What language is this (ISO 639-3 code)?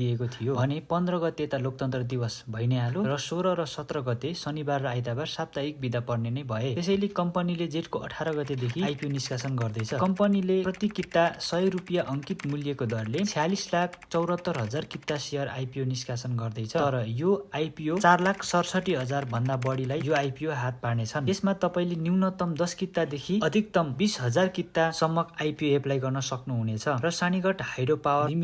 nep